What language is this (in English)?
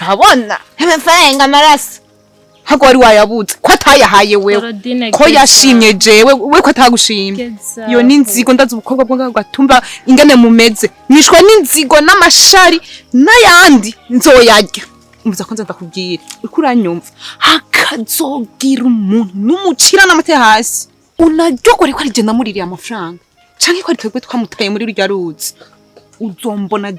Rundi